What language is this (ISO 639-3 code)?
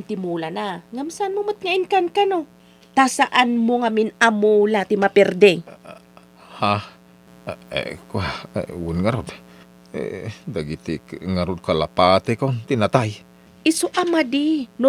ilo